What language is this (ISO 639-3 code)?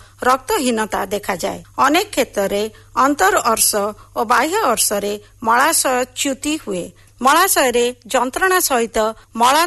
ori